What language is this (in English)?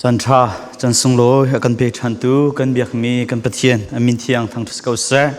Falam Chin